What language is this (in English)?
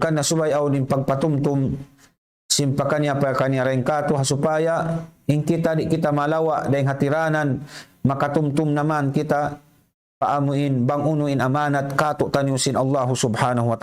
Tausug